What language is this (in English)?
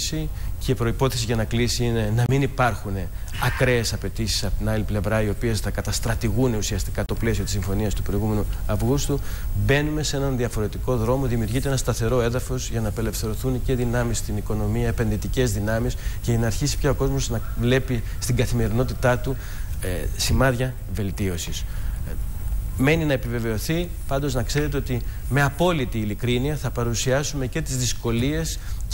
Greek